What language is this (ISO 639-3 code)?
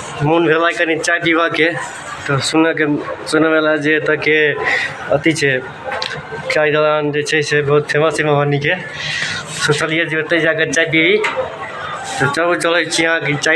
mai